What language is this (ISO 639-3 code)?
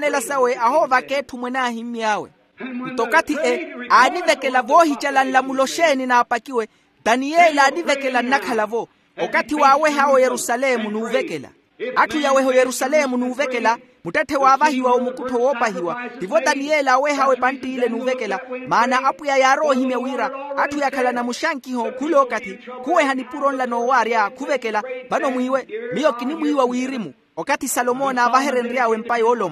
vmw